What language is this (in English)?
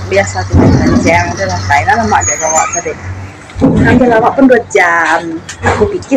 Iban